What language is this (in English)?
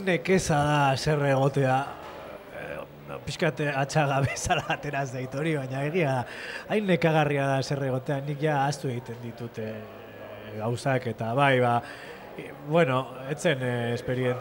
Basque